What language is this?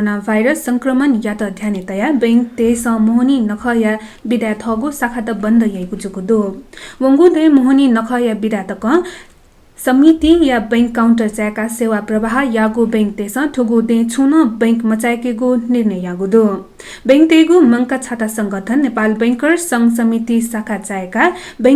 Newari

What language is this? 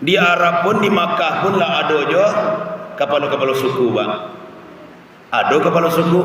Minangkabau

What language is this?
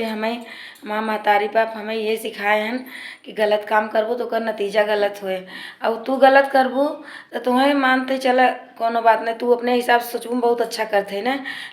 Awadhi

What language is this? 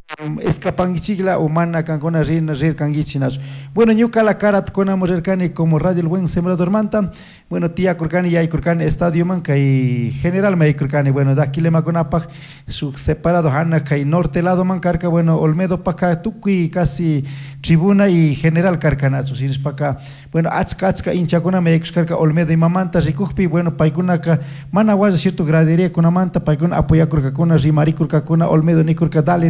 Chimborazo Highland Quichua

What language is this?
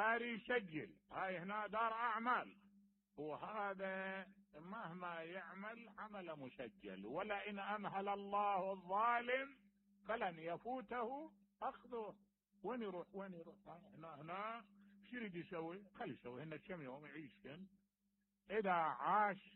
Mesopotamian Arabic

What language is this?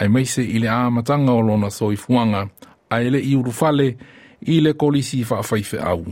Samoan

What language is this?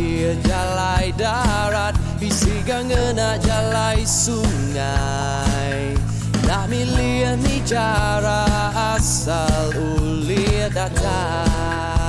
Iban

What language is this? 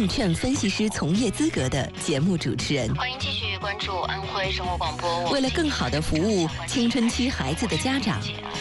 Chinese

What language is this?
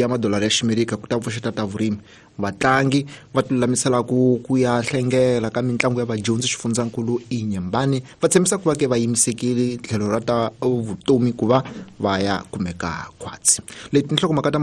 Tsonga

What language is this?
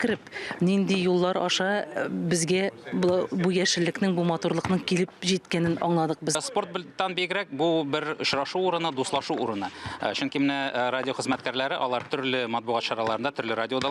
Tatar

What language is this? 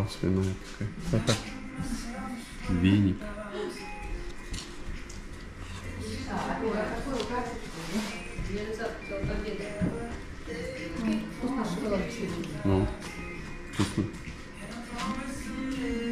Russian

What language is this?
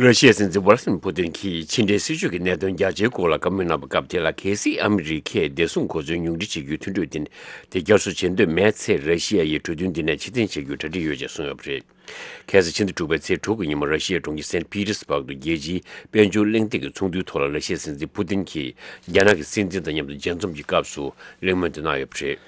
Tibetan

